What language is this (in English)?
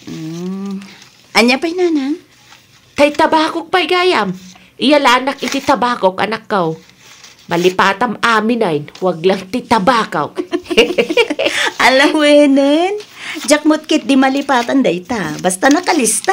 Iloko